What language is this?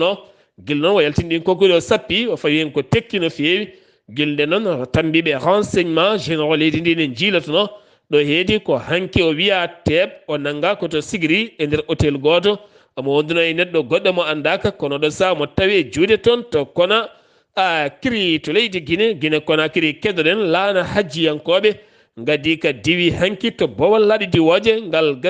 Fula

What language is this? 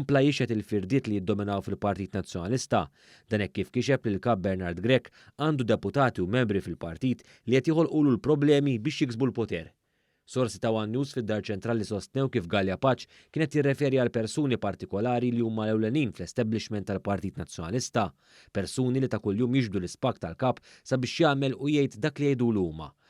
Maltese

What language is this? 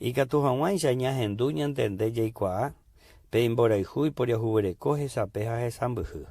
Guarani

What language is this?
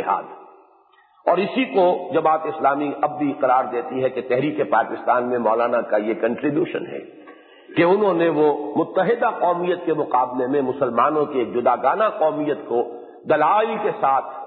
Urdu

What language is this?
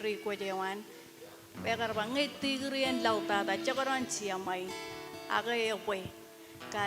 Marshallese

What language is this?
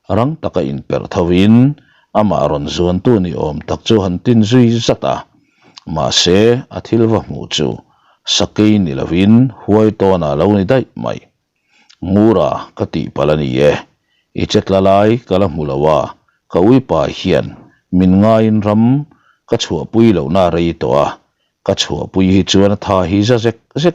Mizo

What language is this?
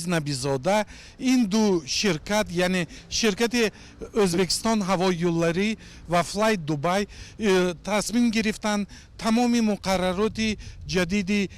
Tajik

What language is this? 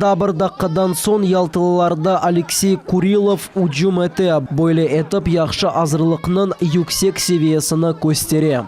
Crimean Tatar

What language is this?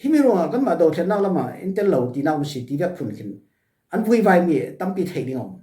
Falam Chin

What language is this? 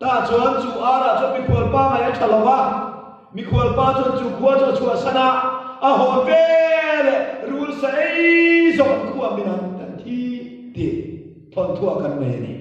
Mizo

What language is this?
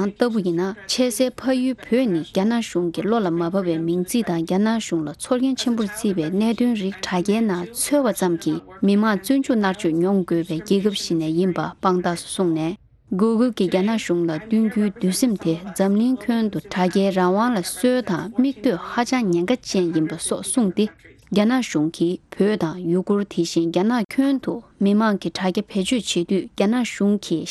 Tibetan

